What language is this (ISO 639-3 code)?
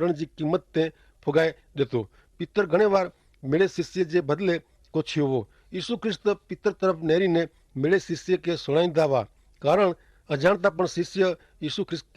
kfr